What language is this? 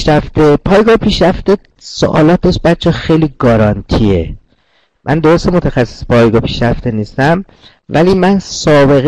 Persian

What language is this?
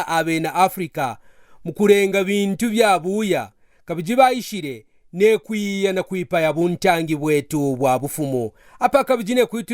Kaonde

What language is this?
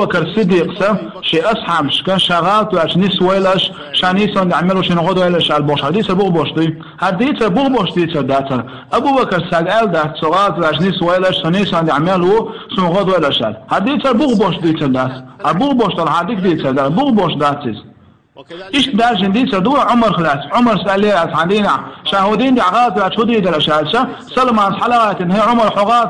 Chechen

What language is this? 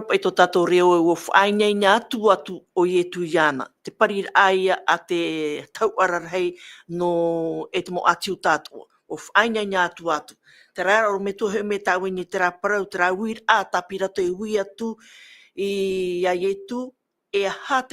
Tahitian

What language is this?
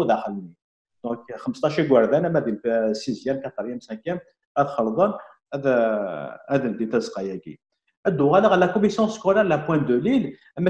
Kabyle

